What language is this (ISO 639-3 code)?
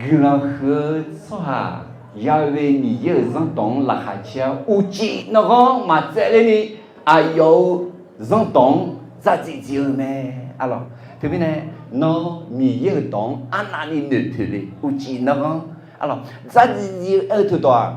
ahk